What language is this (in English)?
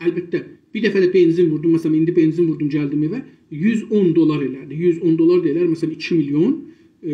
South Azerbaijani